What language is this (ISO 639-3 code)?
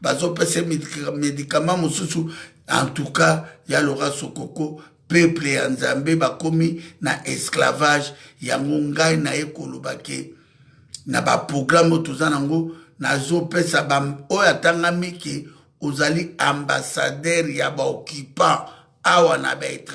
lin